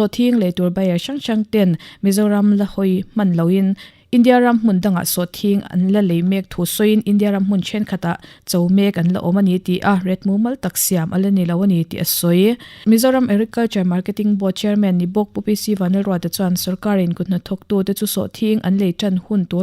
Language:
Mizo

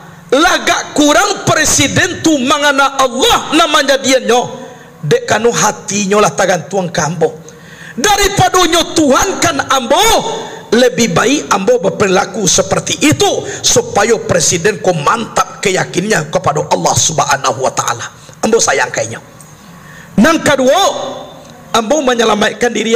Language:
Minangkabau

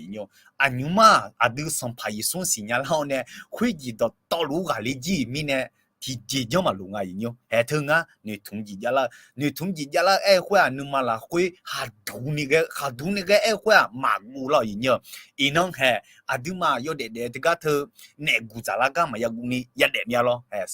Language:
Akha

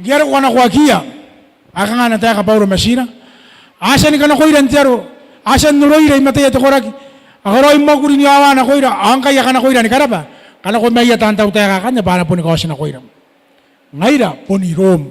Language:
Gilbertese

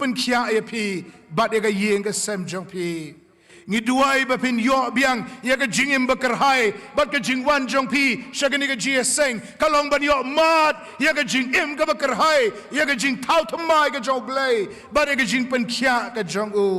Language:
Khasi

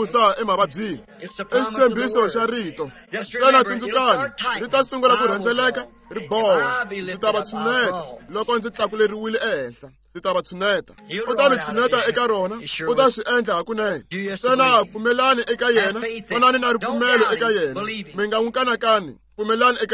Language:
Tsonga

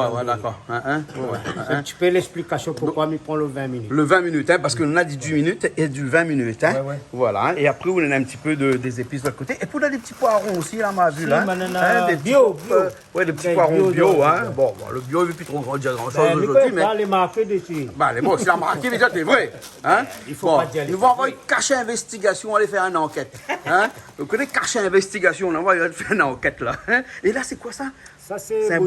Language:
Réunion Creole French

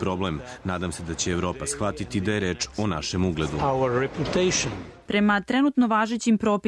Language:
Serbian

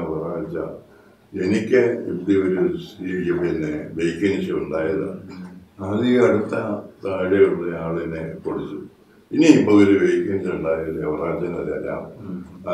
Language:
Malayalam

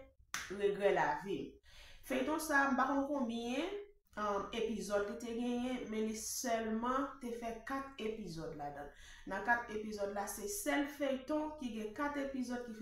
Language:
Haitian Creole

